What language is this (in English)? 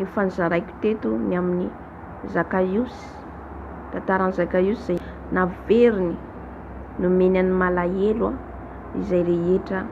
Malagasy